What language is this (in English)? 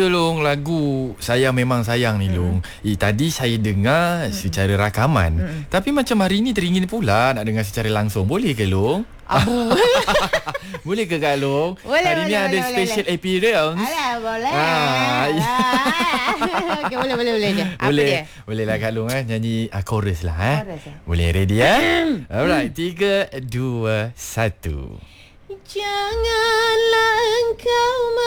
Malay